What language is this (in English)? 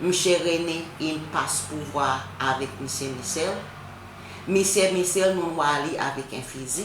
Seselwa Creole French